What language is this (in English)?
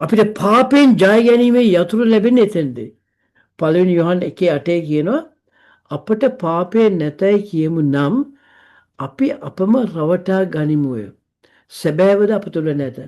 Sinhala